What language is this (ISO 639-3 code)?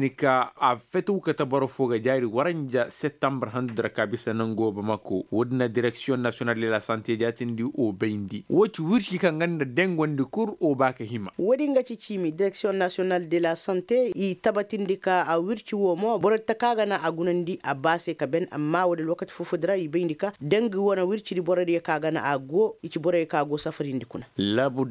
ses